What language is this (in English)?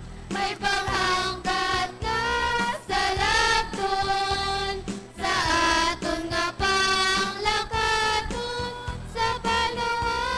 Hiligaynon